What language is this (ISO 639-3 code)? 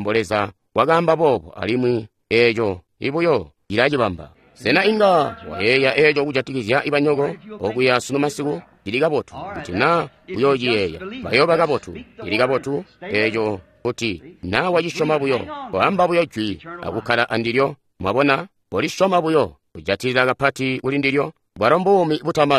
toi